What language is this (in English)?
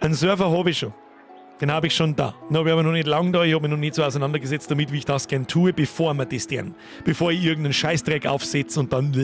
Bavarian